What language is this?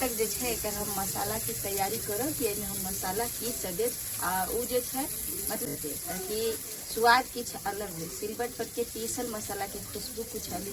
Maithili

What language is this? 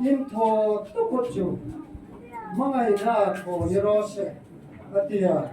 Hmar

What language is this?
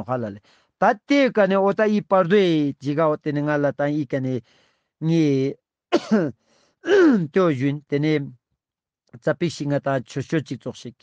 Ladakhi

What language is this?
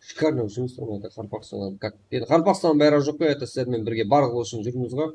Kara-Kalpak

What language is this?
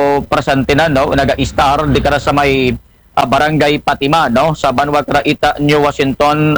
Aklanon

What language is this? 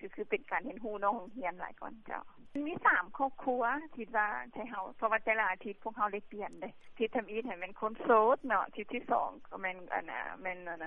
Lao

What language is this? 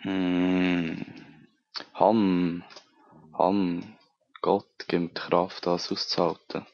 Swiss German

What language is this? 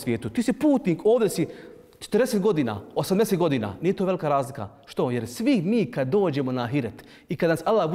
Bosnian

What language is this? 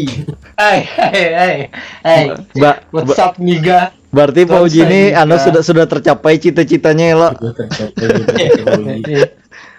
Banjar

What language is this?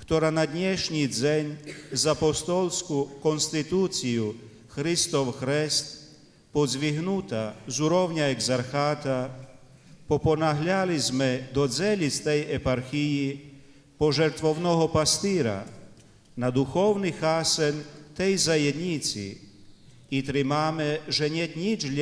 Rusyn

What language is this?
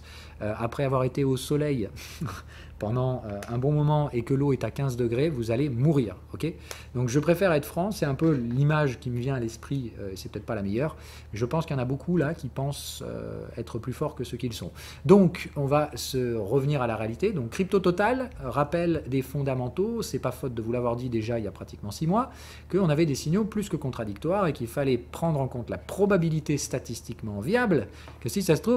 French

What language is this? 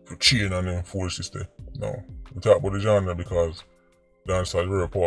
Jamaican Creole English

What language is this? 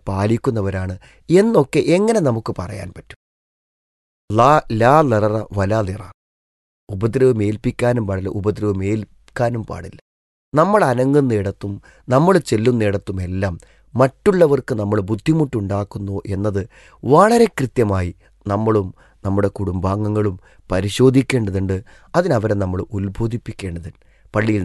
Malayalam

